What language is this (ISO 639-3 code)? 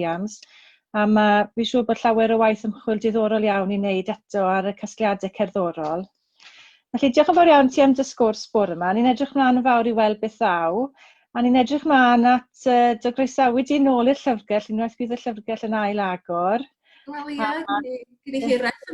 cym